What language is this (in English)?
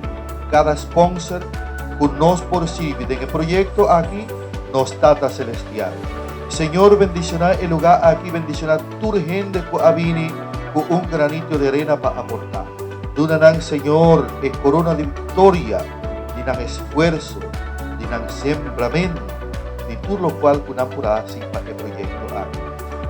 Papiamento